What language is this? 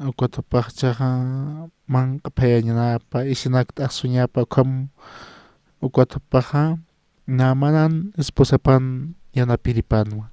Aymara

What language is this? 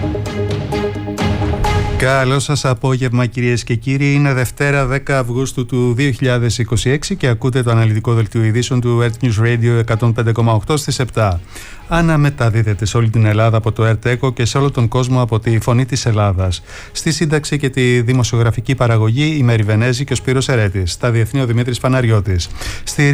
Greek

